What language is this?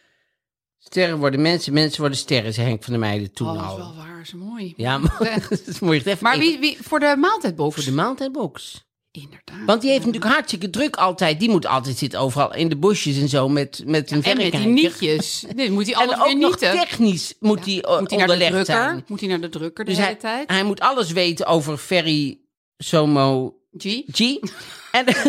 Dutch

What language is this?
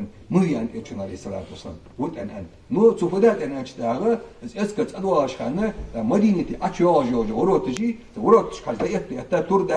Ingush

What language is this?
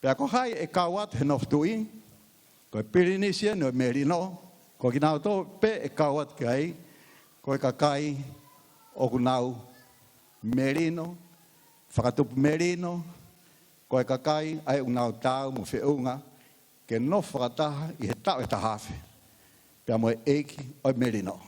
Tongan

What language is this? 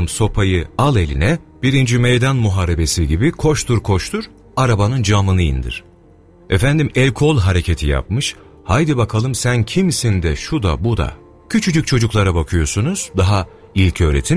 Turkish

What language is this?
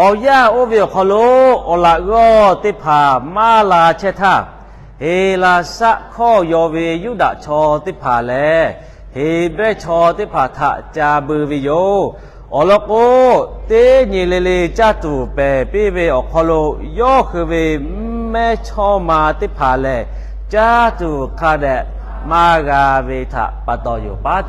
Lahu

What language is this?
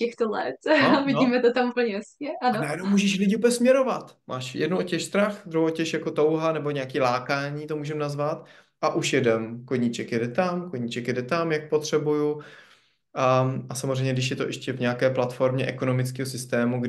Czech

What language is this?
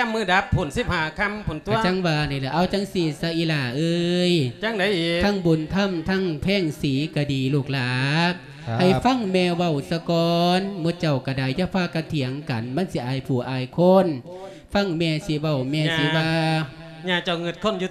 Lao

